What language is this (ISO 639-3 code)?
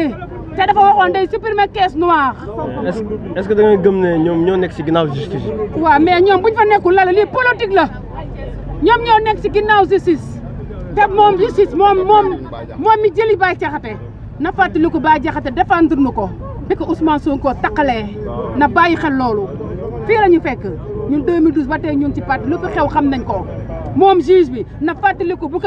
wol